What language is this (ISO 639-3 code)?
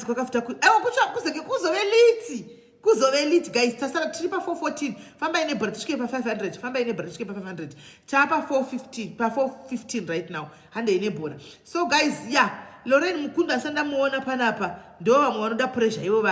sna